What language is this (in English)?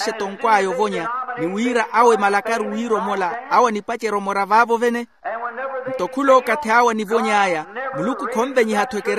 Makhuwa